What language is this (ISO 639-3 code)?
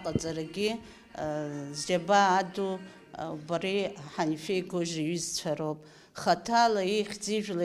abk